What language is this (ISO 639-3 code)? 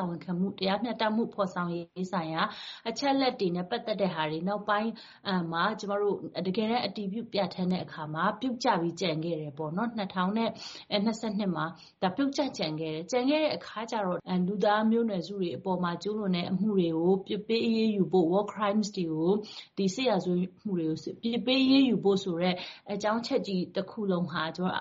mya